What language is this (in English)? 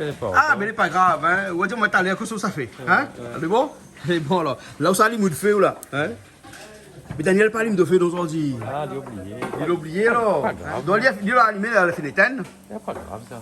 Réunion Creole French